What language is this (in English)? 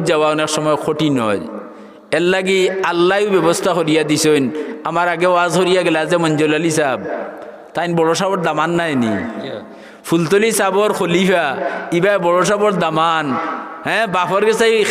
Sylheti